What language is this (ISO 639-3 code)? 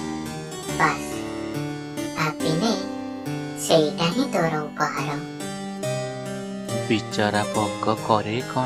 ori